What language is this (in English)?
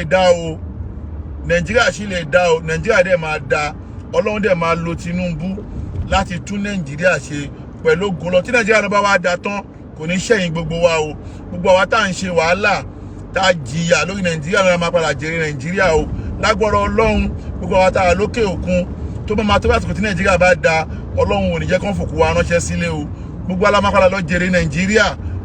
Yoruba